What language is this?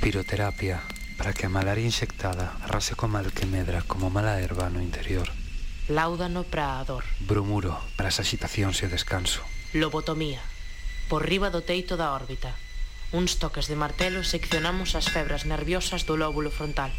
Galician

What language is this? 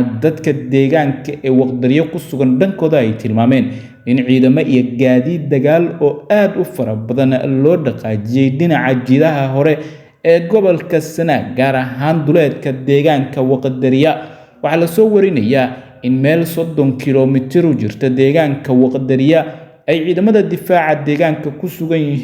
Somali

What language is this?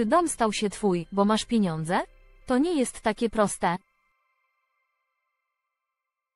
Polish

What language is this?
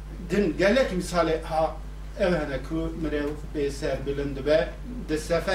Kurdish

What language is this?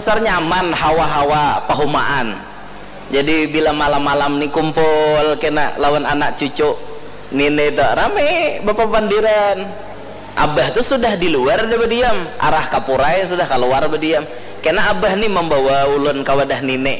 Banjar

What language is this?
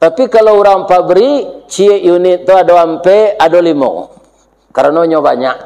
Minangkabau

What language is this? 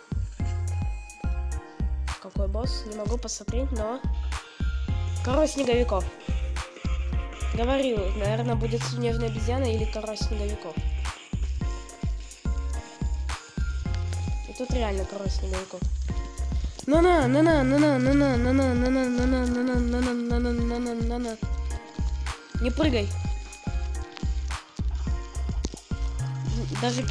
Russian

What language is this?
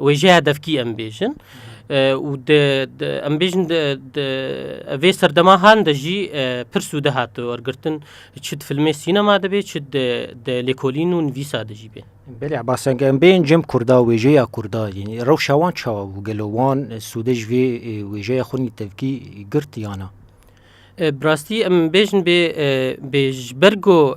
Kurdish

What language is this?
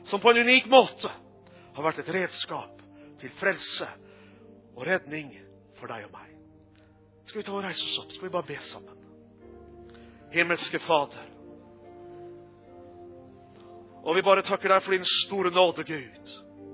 Norwegian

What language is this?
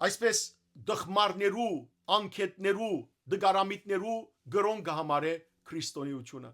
Western Armenian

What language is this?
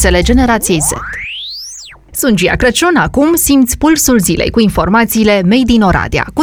Romanian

